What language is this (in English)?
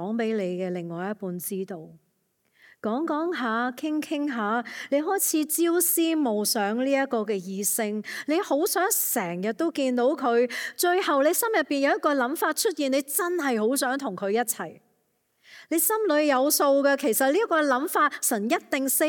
Cantonese